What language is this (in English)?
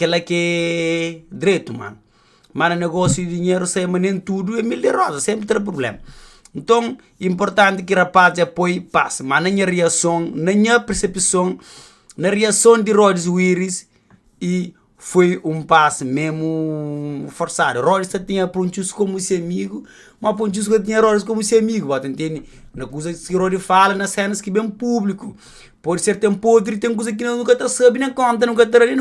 Kabuverdianu